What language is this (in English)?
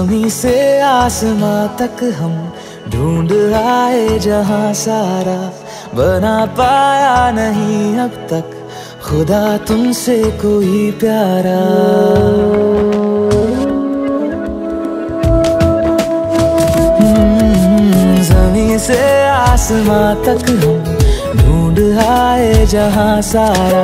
Hindi